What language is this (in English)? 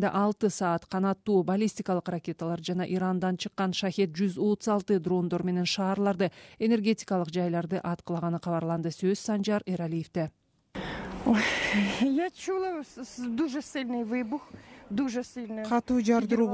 Kyrgyz